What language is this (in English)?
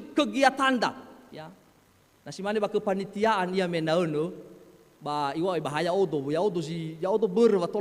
Nias